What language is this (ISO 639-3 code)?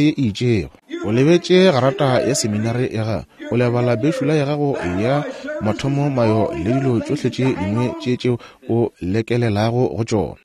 nso